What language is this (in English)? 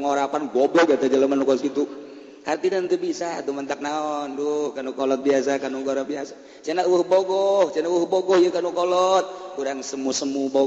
Sundanese